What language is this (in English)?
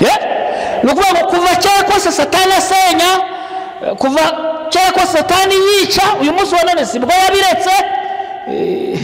Kinyarwanda